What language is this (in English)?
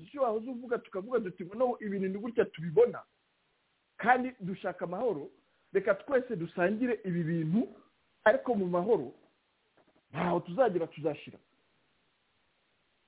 Kinyarwanda